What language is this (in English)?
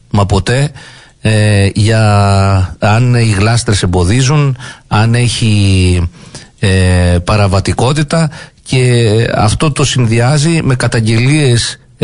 Greek